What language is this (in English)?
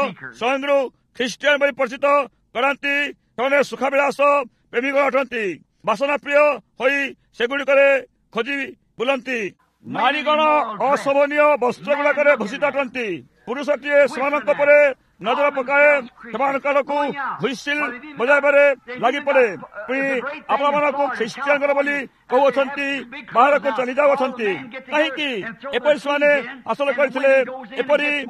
Odia